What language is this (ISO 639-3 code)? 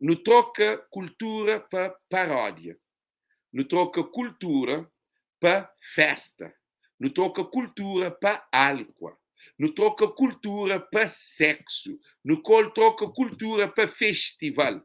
kea